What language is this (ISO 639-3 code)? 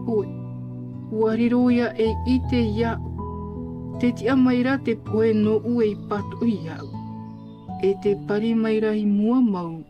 tah